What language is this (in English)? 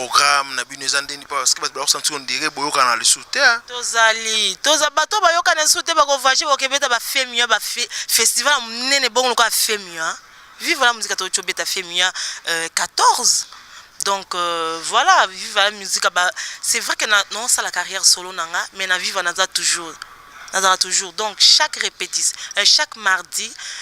Lingala